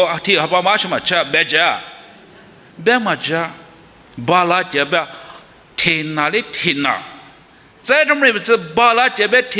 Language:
Lisu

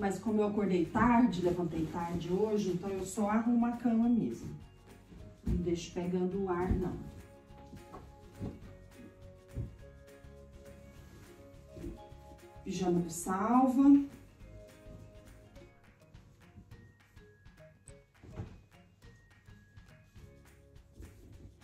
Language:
Portuguese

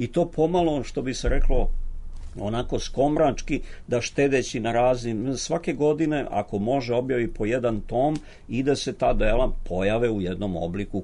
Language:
Serbian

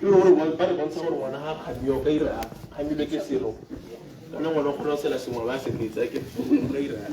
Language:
Tswana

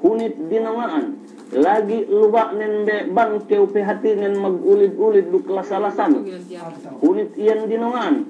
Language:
Yakan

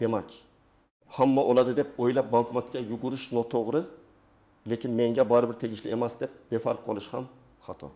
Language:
Uzbek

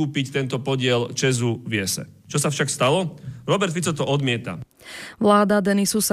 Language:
Slovak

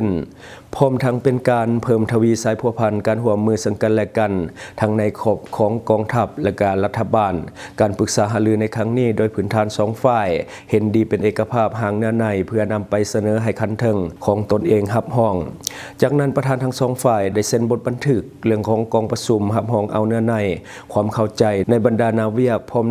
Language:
Lao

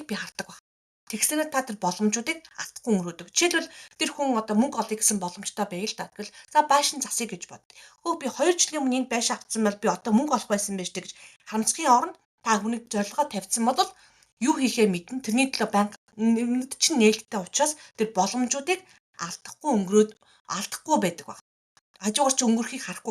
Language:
Mongolian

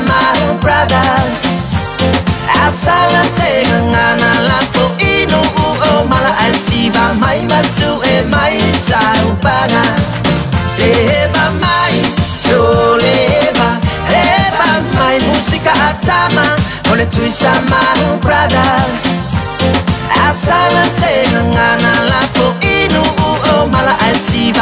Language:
Samoan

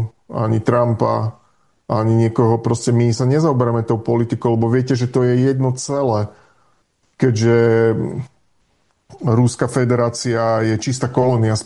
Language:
Slovak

